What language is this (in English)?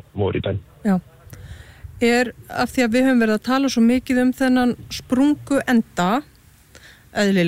Icelandic